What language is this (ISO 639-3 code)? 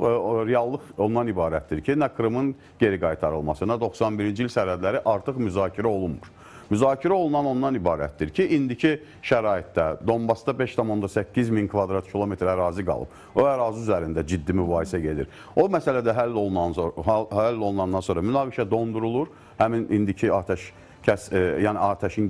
aze